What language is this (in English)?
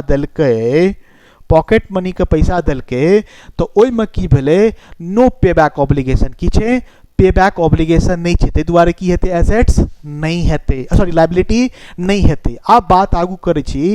Maithili